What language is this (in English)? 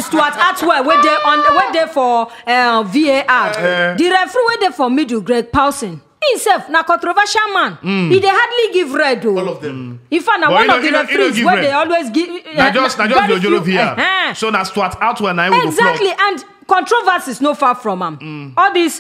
Nigerian Pidgin